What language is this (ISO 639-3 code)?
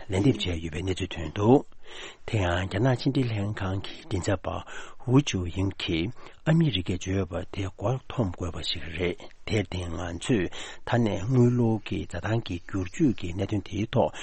bod